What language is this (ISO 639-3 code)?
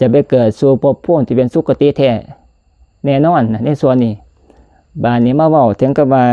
tts